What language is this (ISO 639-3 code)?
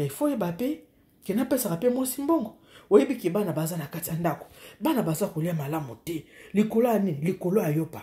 lin